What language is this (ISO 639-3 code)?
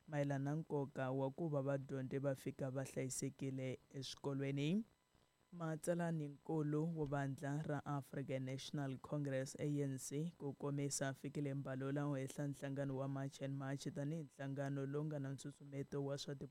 tso